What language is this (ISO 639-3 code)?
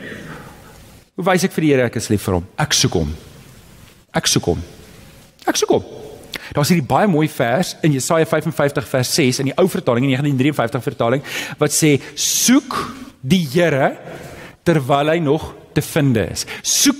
afr